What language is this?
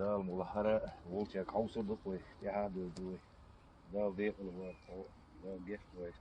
Chechen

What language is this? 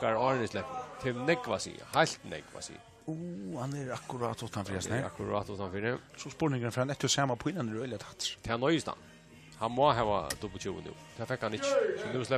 Faroese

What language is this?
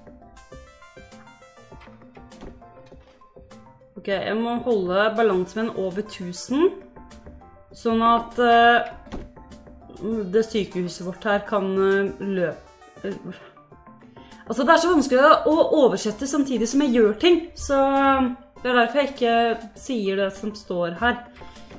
Norwegian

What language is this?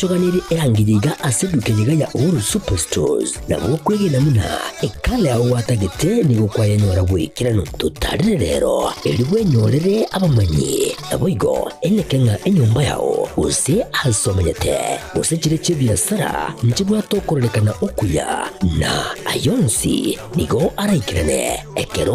Gusii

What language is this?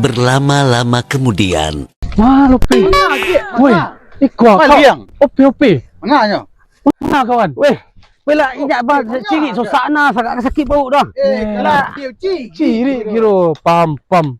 Minangkabau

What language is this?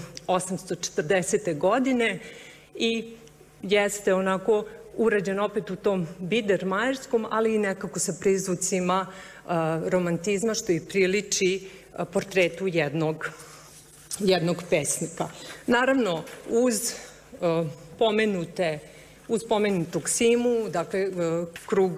Serbian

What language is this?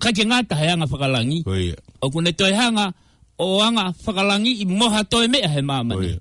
Tongan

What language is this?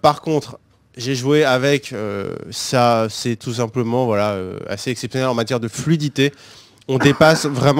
French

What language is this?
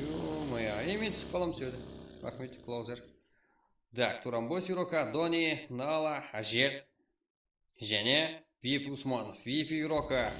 Kara-Kalpak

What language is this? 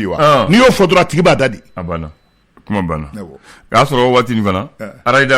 Bambara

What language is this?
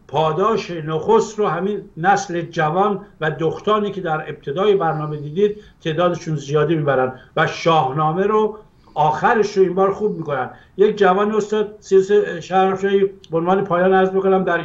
Persian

